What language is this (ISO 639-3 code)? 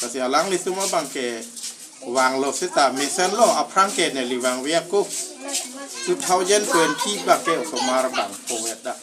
mjw